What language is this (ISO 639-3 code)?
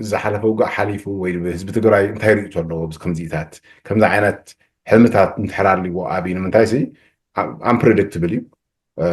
tir